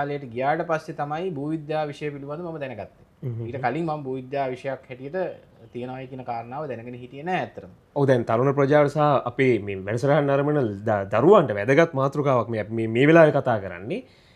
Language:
Sinhala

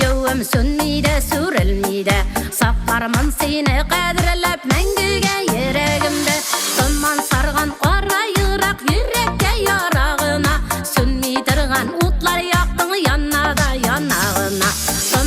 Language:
Tatar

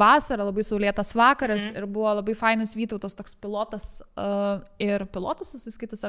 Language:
Lithuanian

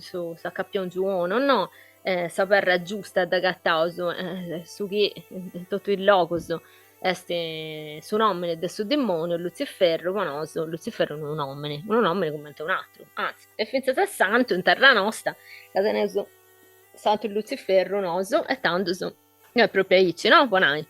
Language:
Sardinian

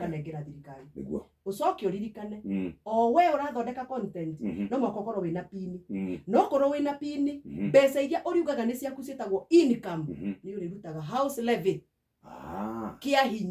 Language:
Kikuyu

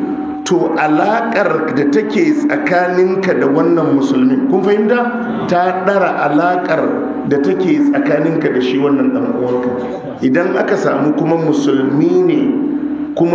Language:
Hausa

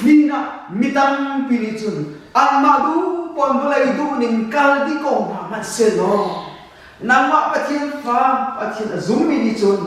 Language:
Hakha Chin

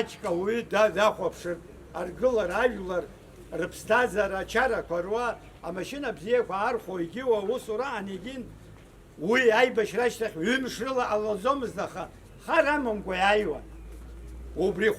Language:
Abkhazian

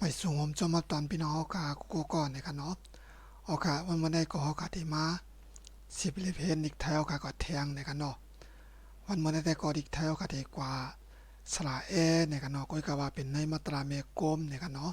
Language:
Shan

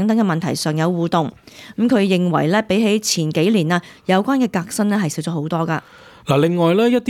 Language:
Cantonese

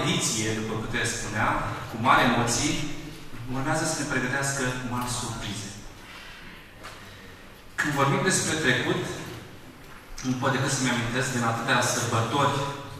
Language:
Romanian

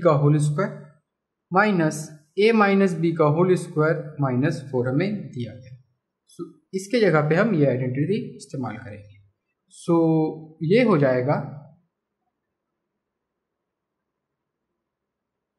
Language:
Hindi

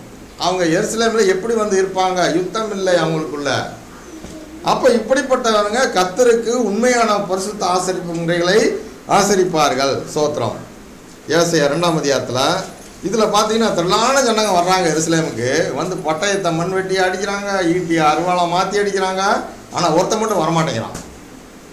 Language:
Tamil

